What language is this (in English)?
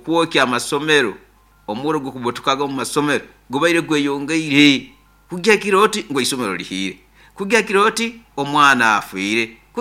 Nyoro